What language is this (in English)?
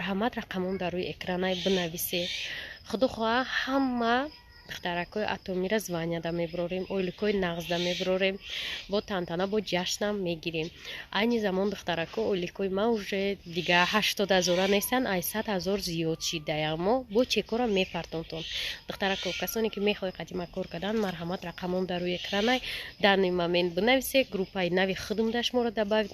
Tajik